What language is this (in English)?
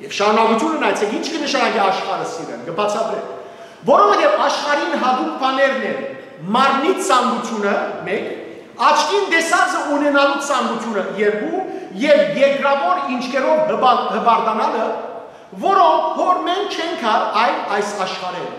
Western Armenian